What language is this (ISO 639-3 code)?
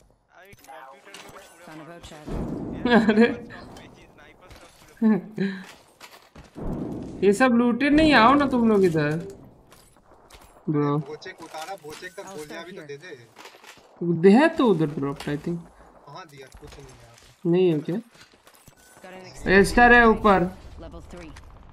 hin